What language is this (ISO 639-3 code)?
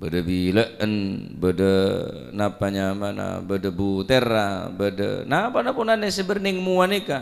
mad